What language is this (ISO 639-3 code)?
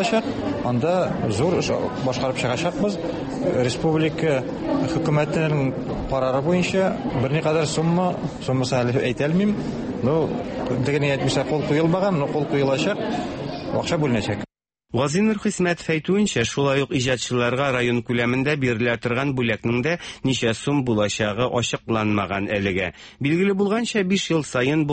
tat